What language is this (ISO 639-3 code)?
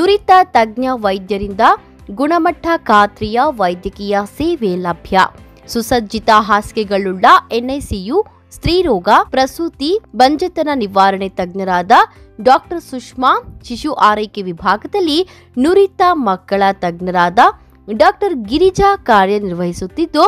kan